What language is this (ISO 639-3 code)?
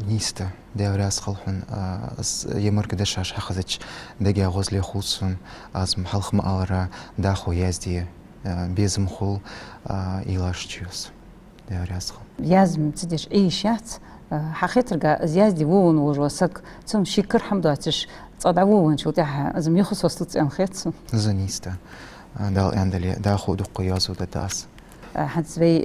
inh